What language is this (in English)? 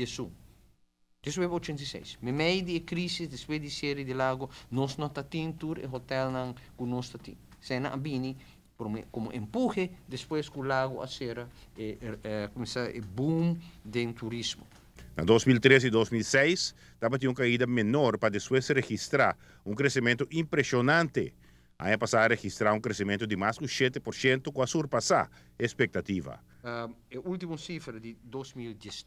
Papiamento